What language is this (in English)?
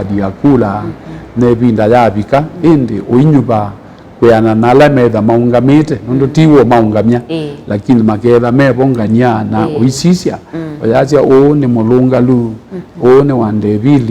Kamba